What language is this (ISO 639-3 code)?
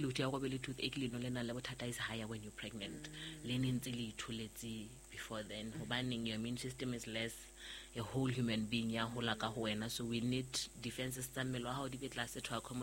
sot